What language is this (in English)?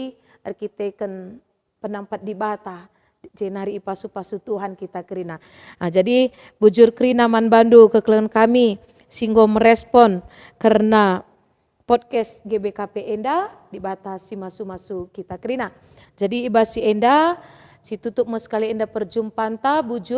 Batak Karo